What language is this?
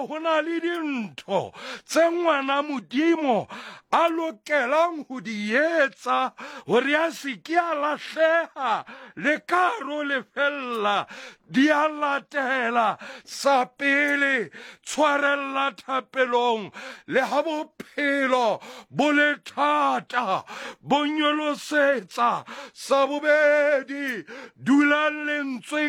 Southern Sotho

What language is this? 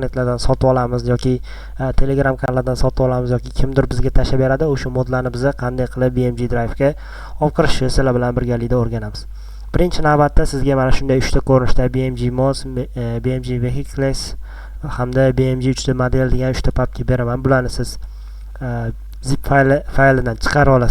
Uzbek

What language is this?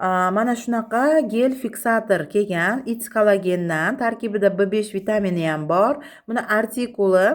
Uzbek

